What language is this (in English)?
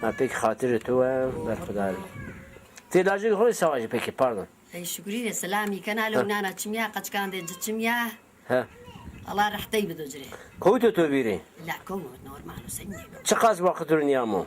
Zaza